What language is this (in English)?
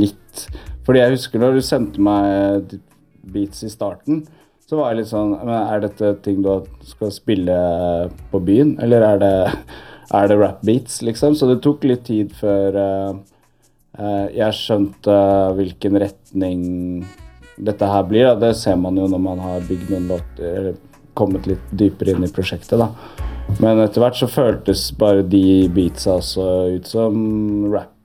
Norwegian